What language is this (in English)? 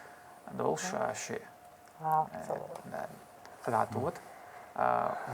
Chechen